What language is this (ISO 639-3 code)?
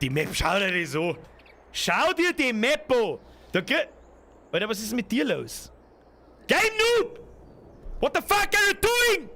bar